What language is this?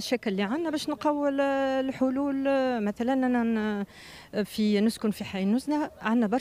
Tunisian Arabic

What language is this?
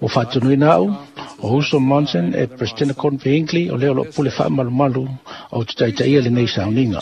Samoan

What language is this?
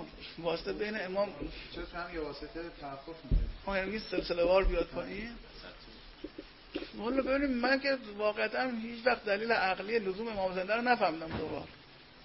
Persian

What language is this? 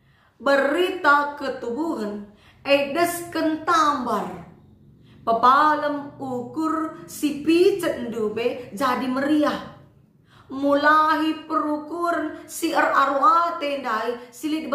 Batak Karo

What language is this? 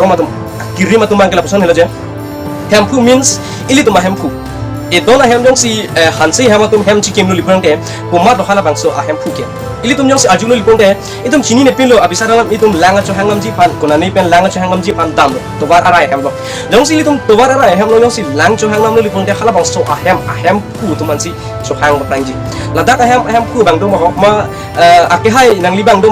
Karbi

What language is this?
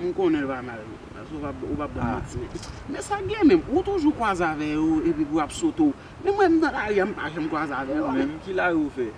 Haitian Creole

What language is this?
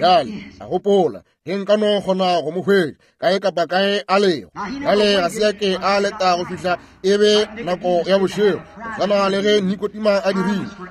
Northern Sotho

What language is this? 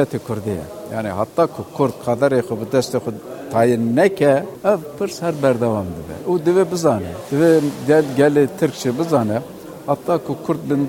Kurdish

